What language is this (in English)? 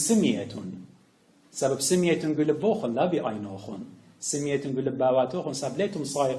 Assyrian Neo-Aramaic